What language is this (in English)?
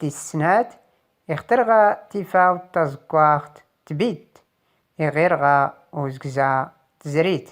Tachelhit